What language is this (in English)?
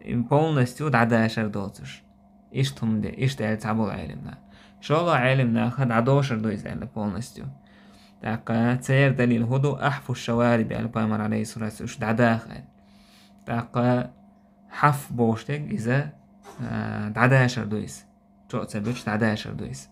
Chechen